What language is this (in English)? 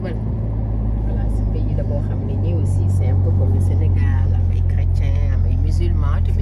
Wolof